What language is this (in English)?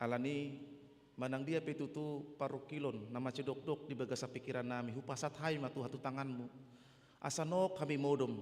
Batak Toba